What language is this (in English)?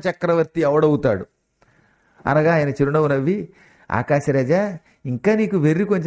Telugu